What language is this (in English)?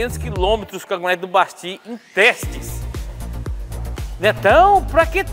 Portuguese